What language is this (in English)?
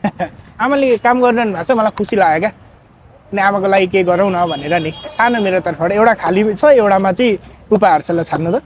Nepali